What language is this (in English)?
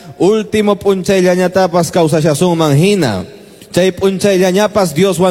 Quechua